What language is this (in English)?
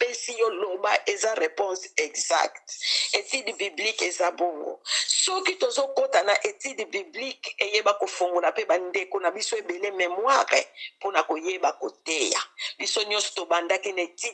Lingala